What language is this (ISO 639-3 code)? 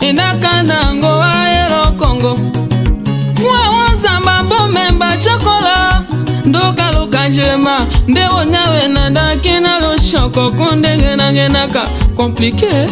tll